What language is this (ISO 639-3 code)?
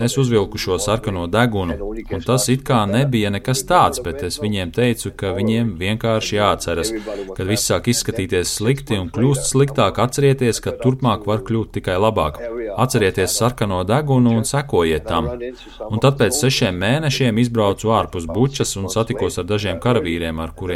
lav